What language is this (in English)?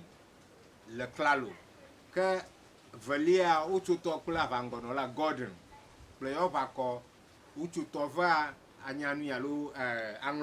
Ewe